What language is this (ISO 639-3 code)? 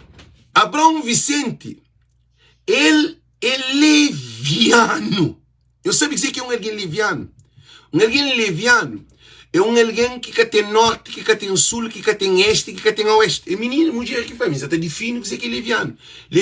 kea